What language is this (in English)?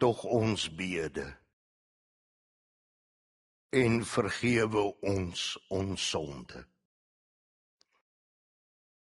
Afrikaans